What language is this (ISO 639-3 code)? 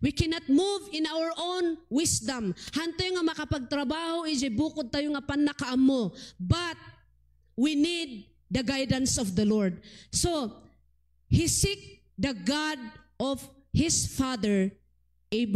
ilo